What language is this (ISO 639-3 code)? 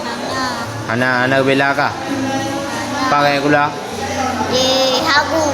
ace